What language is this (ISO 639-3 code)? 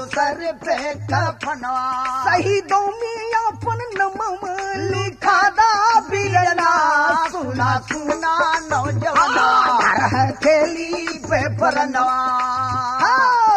bho